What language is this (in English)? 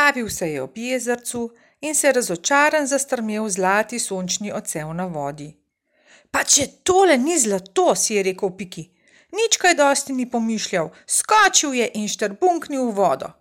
Slovenian